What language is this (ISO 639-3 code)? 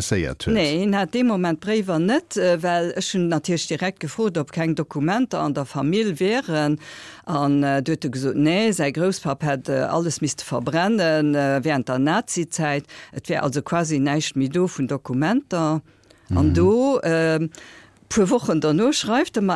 ltz